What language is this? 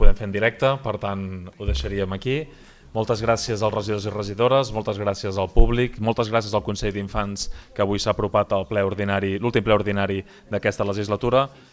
Catalan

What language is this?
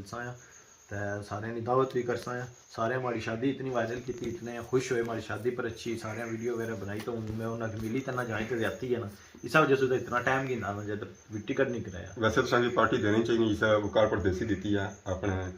Pahari-Potwari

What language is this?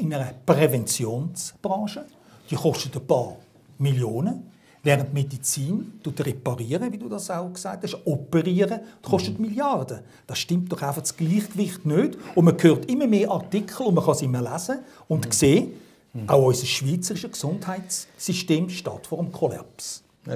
Swiss German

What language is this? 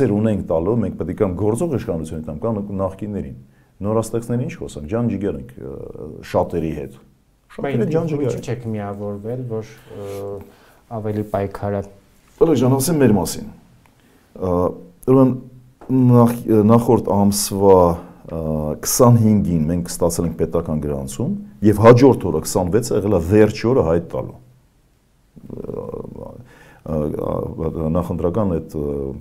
Armenian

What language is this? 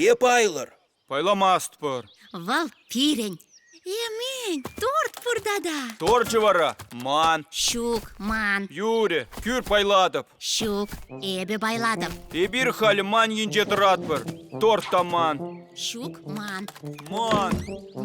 Chuvash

